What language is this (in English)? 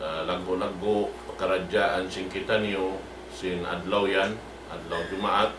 Tausug